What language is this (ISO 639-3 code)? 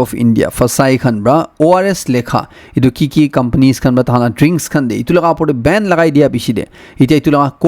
nag